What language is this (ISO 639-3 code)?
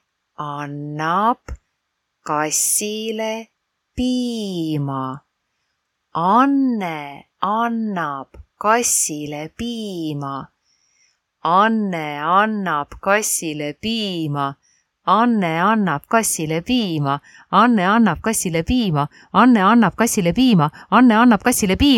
est